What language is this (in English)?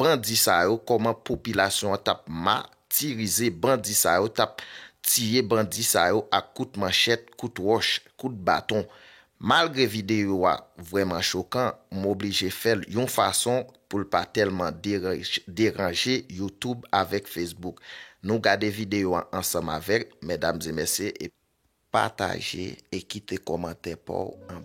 Haitian Creole